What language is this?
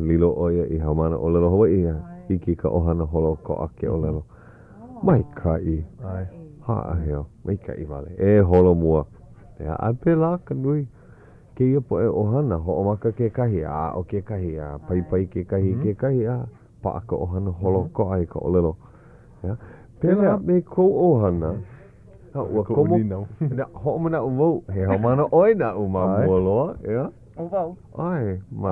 Hawaiian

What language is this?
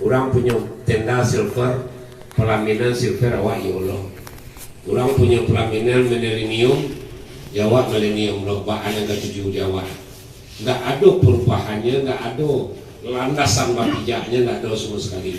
Minangkabau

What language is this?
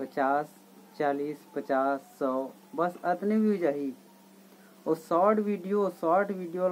Chhattisgarhi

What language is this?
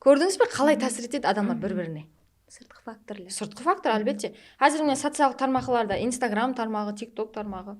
Kara-Kalpak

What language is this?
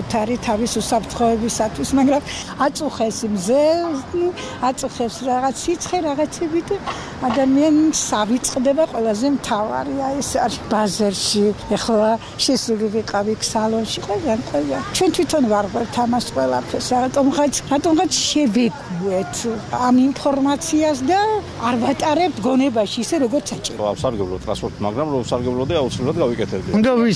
Georgian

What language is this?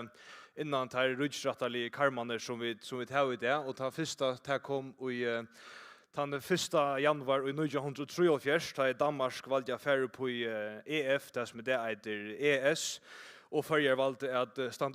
Faroese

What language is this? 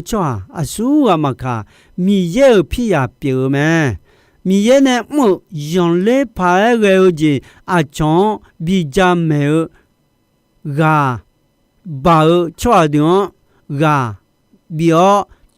Akha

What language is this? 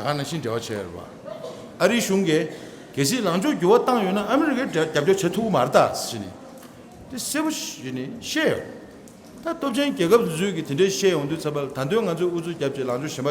Tibetan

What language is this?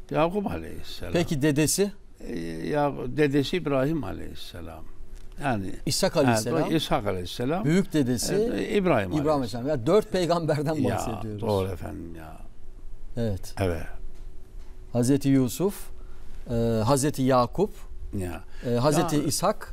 Turkish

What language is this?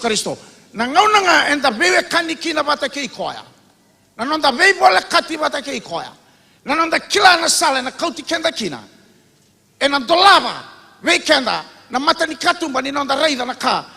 Fijian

